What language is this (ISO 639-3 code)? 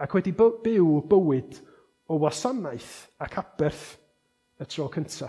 cym